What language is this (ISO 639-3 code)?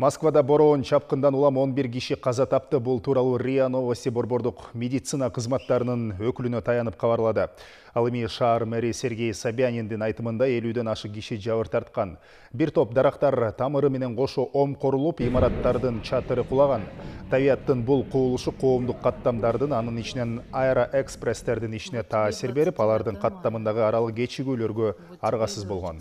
kir